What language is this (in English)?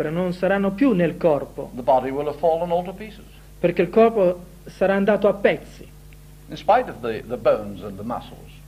Italian